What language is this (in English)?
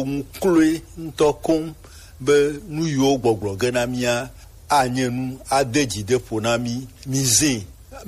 Gen